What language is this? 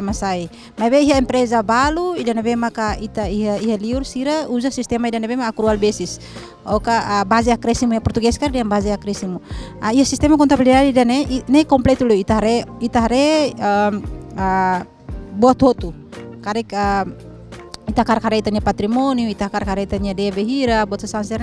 Tetum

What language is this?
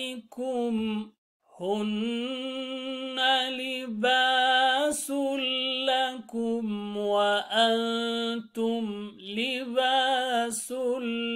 Arabic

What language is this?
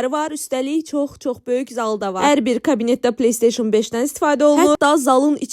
Azerbaijani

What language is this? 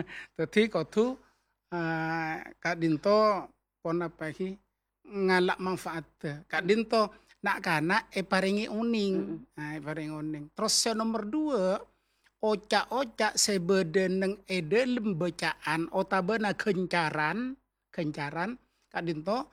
Madurese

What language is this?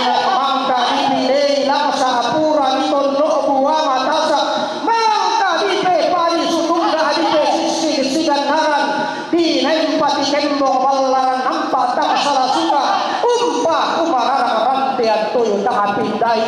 Toraja-Sa'dan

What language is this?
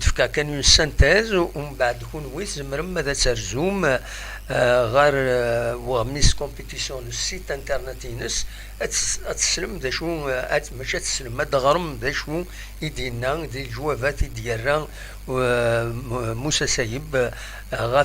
Kabyle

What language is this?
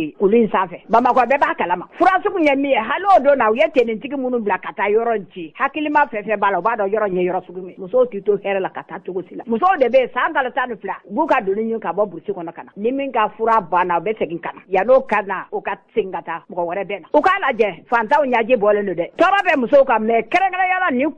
Bambara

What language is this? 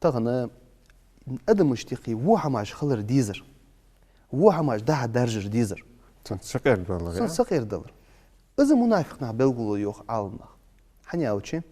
Ingush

